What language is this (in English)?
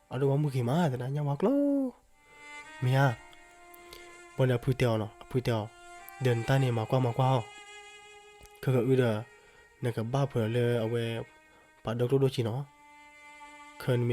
S'gaw Karen